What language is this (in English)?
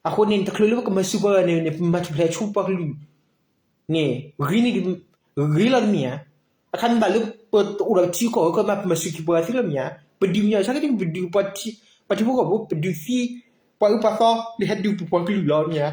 S'gaw Karen